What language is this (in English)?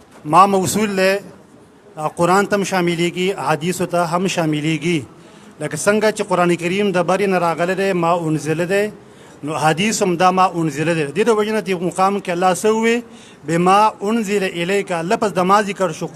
Pashto